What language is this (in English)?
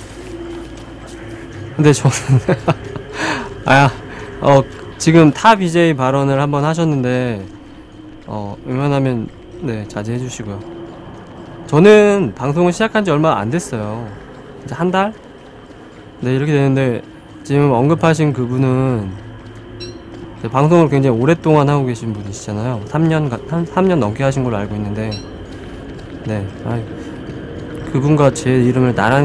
Korean